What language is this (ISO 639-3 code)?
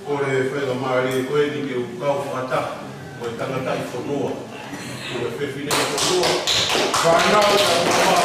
ton